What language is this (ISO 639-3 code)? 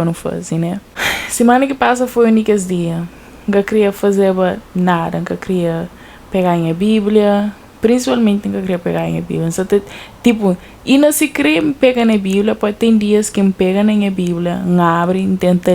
kea